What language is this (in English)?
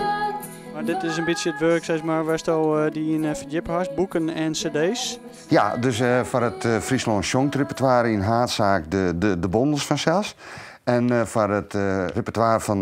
Western Frisian